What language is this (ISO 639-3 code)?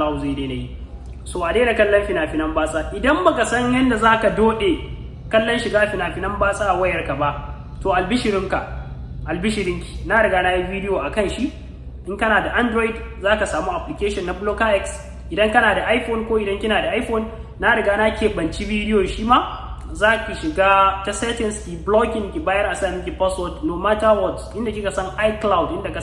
hau